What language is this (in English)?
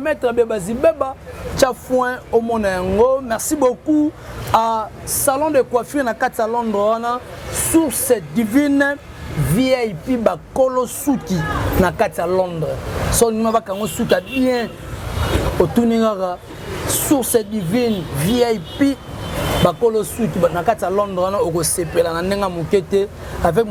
Lingala